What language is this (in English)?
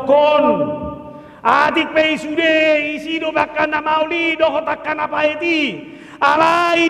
Batak Toba